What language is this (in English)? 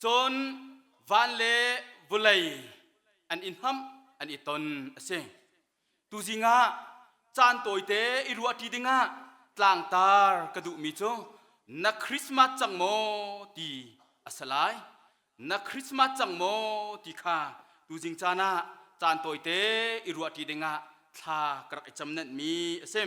Hakha Chin